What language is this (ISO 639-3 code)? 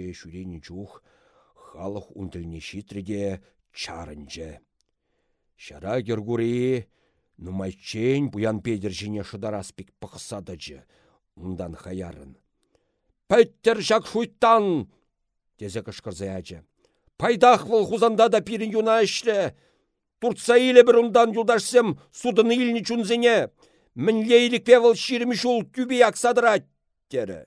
chv